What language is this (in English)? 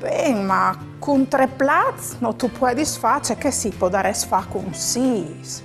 Friulian